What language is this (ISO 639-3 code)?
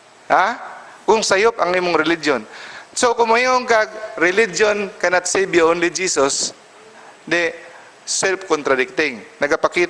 ceb